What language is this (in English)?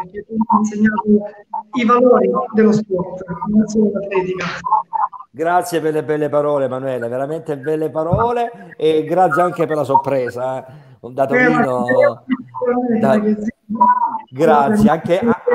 Italian